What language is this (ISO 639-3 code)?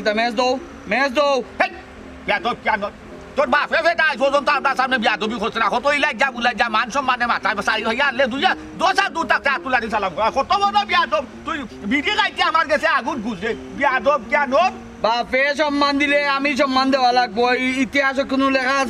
syl